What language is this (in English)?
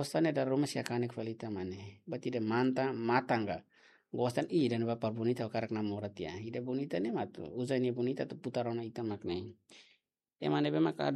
Tetum